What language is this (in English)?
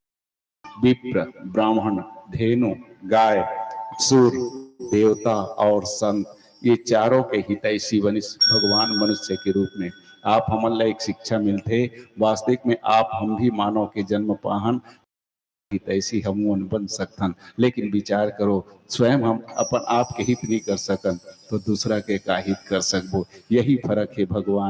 Chhattisgarhi